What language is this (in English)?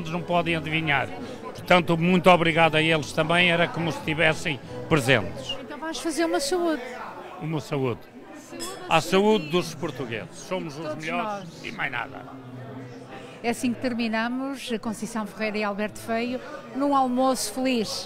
Portuguese